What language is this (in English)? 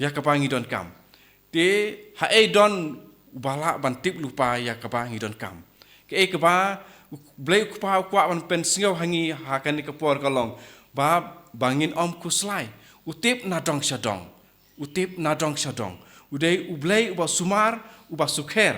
Khasi